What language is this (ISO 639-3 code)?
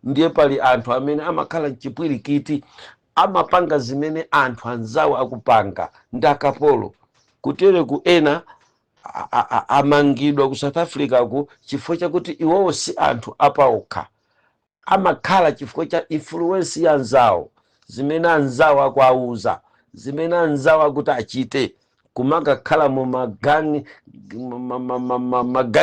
nya